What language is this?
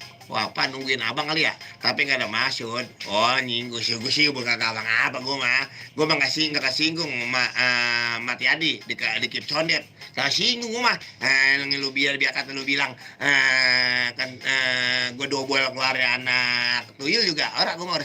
Betawi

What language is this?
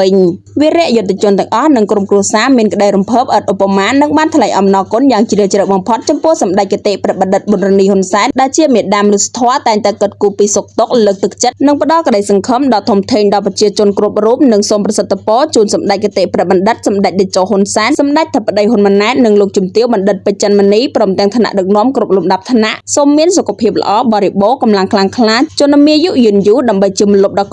Khmer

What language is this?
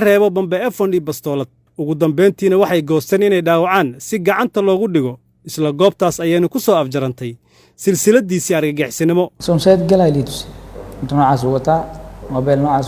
Somali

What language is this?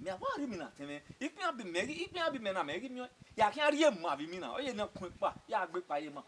Bini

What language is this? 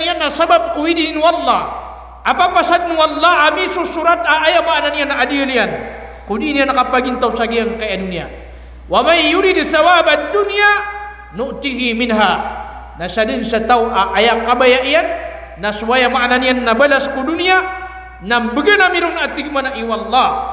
Maranao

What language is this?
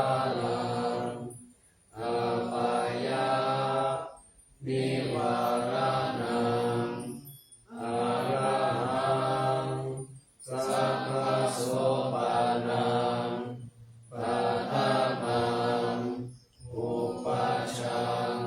Pali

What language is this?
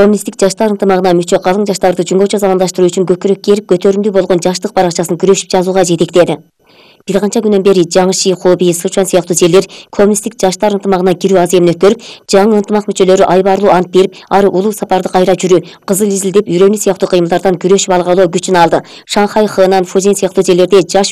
Kyrgyz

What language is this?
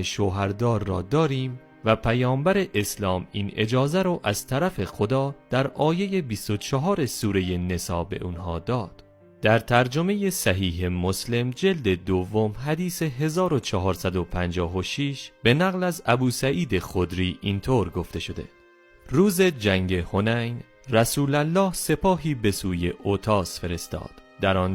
Persian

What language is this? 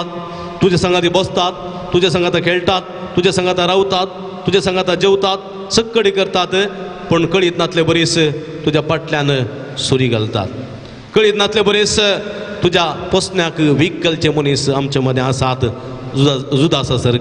Konkani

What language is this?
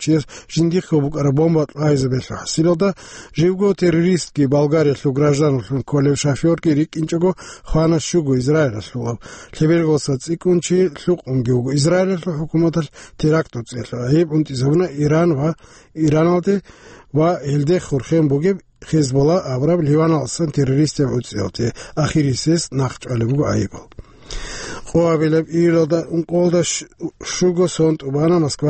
Avaric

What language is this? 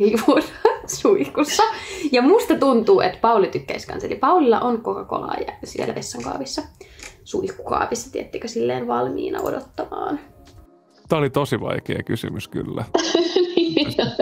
Finnish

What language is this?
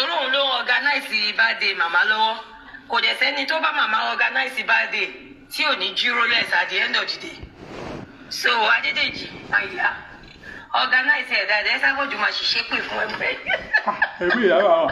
Yoruba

